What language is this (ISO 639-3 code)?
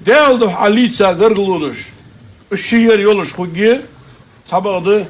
inh